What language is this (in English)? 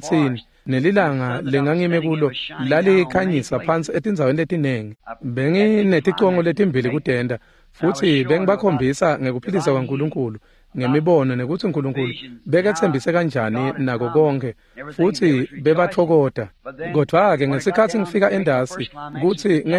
Swati